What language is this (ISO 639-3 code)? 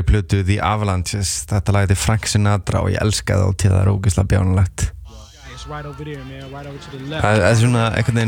isl